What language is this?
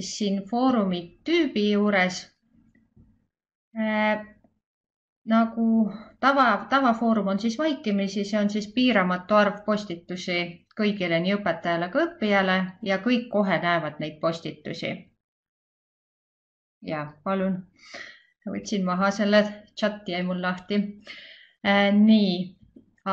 Estonian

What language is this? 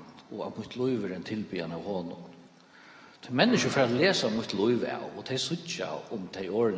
Faroese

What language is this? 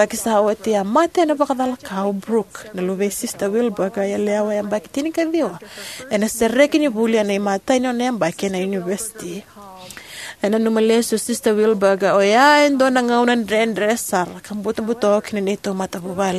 Fijian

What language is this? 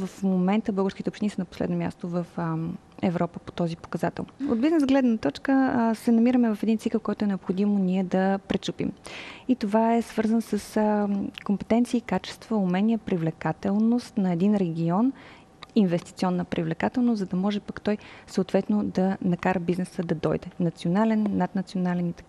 Bulgarian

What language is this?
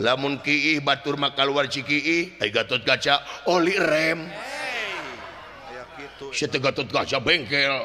Sundanese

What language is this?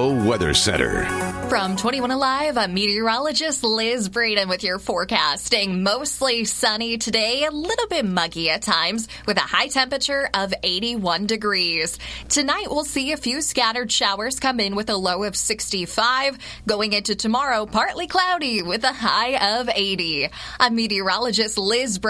English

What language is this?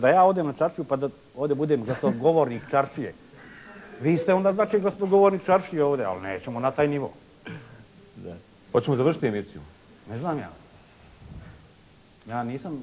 Bosnian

